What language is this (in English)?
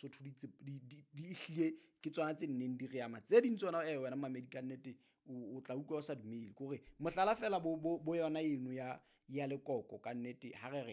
Southern Sotho